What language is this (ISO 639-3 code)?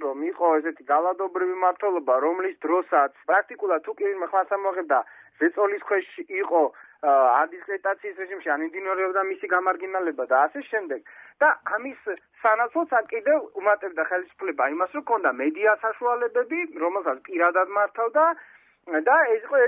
kat